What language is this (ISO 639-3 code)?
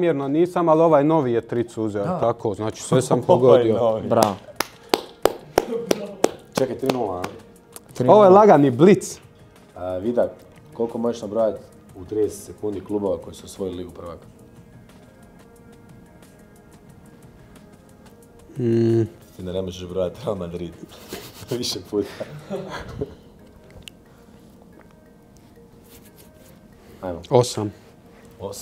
hrv